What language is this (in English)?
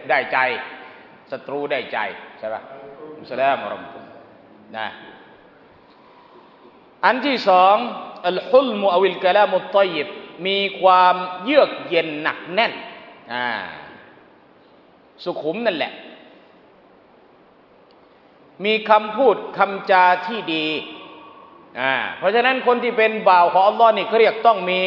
Thai